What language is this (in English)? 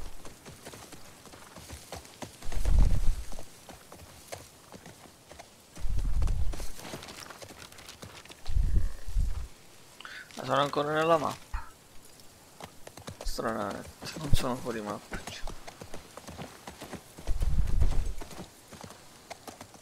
Italian